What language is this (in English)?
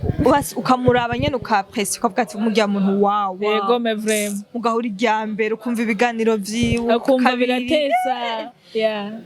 Rundi